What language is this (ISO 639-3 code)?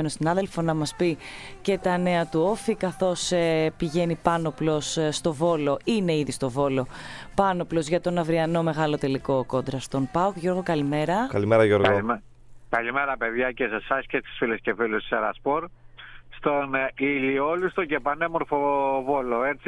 ell